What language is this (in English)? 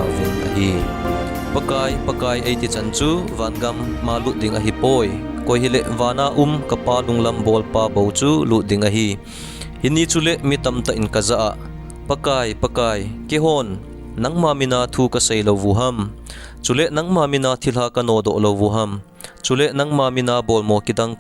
Thado Chin